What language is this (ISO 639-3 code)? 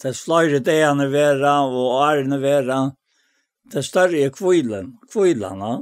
fao